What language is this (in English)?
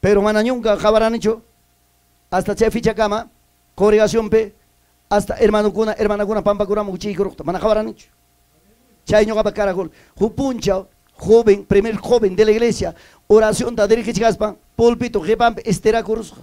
Ayacucho Quechua